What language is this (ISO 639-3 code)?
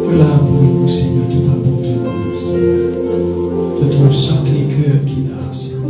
mfe